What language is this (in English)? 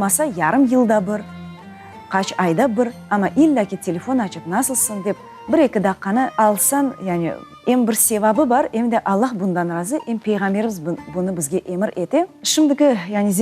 Crimean Tatar